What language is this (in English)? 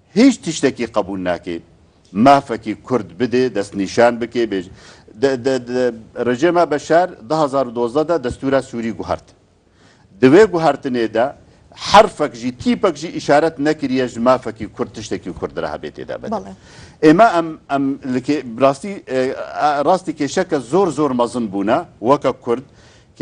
Kurdish